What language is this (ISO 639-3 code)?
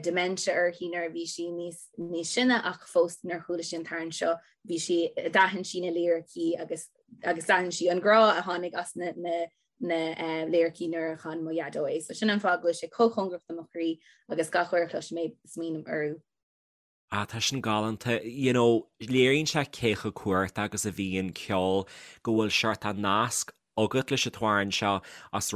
gle